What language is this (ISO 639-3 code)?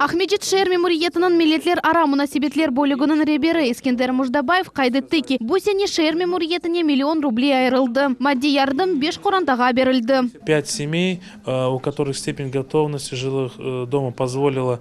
crh